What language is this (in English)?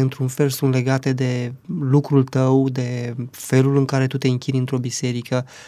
Romanian